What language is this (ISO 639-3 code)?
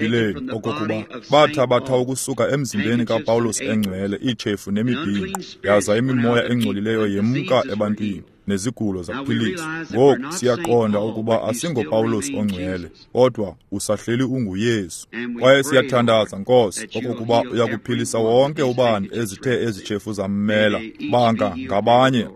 xho